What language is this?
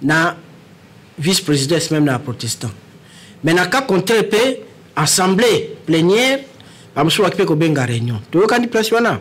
Lingala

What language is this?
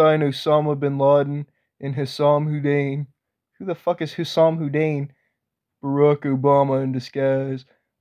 English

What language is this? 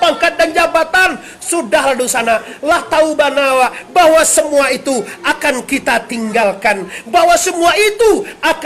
Minangkabau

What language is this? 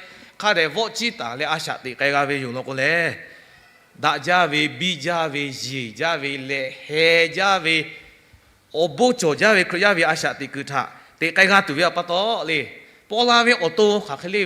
Lahu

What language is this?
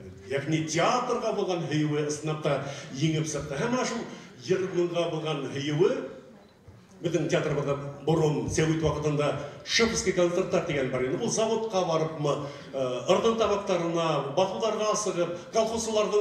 Bashkir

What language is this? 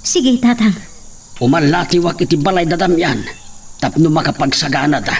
Iloko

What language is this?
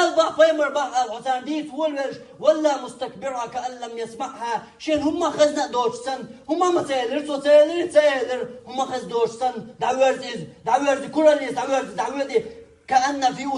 Chechen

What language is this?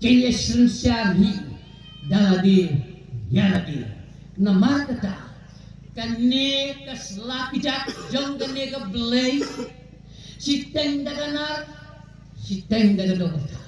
Khasi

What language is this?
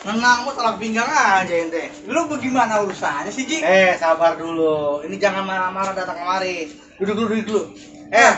Betawi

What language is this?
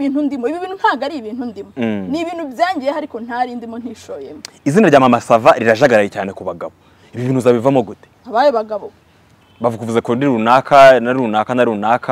Kinyarwanda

